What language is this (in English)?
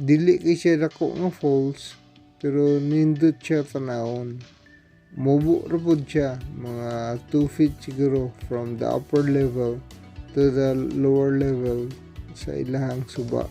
Cebuano